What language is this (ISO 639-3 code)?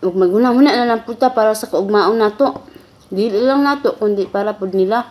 ceb